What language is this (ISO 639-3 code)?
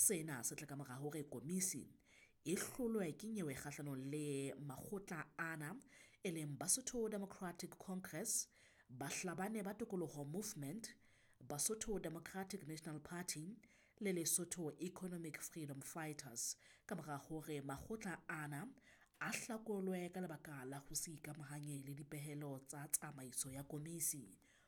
sot